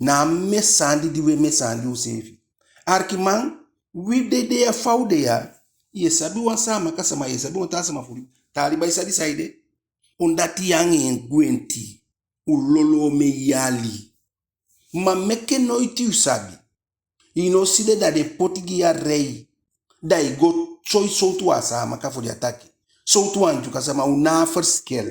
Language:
Eastern Maroon Creole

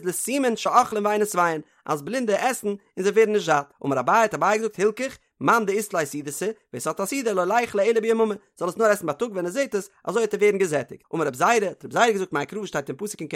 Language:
Yiddish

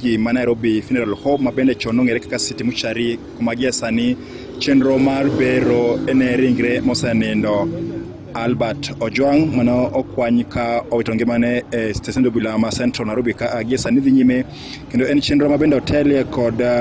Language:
Luo (Kenya and Tanzania)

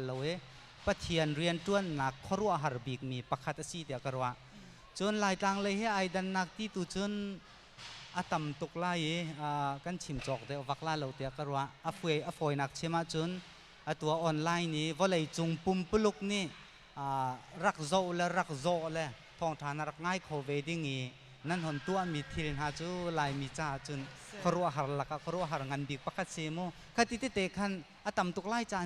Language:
Hakha Chin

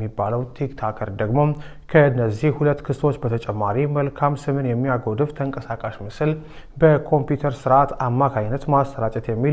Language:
Amharic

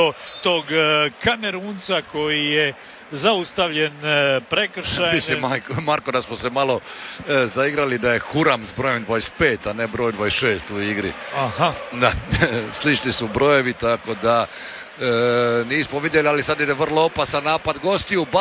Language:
Croatian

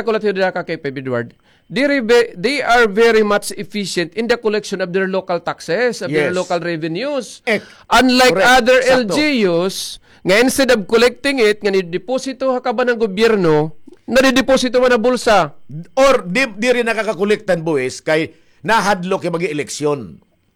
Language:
Waray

